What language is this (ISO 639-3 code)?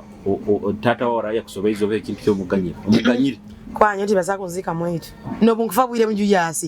nyo